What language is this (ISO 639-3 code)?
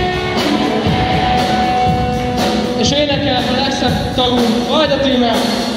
hun